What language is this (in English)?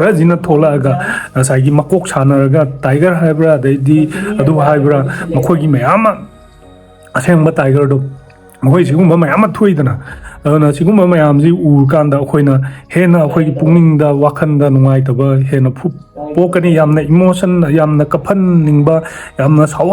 Manipuri